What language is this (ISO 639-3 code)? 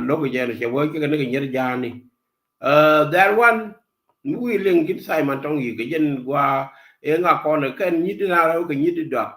nus